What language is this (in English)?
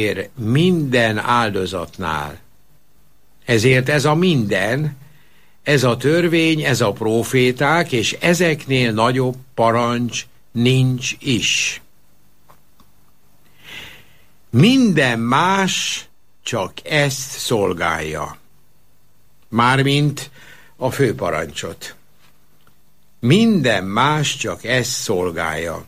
Hungarian